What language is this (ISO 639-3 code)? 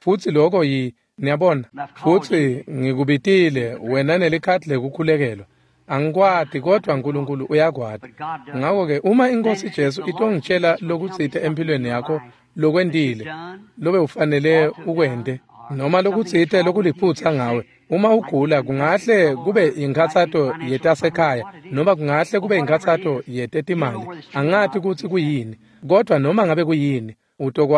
ssw